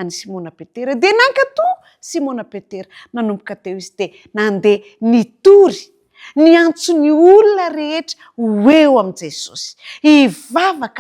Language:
Malagasy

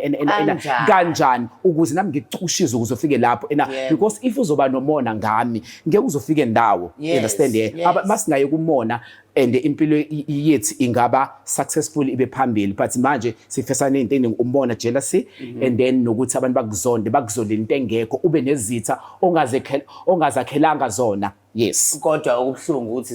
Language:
Zulu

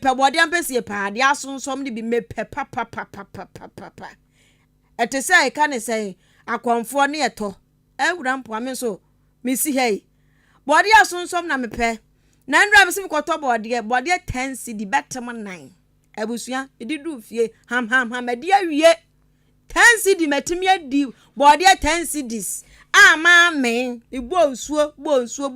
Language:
Akan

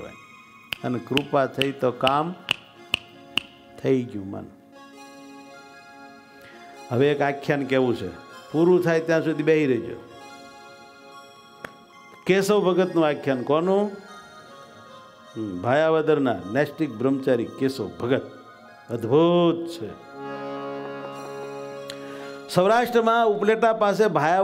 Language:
Gujarati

